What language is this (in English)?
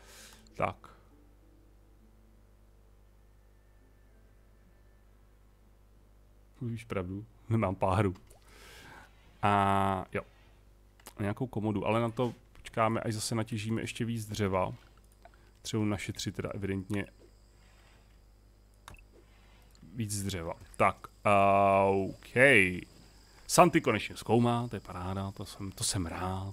Czech